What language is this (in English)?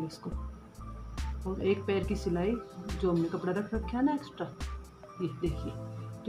Hindi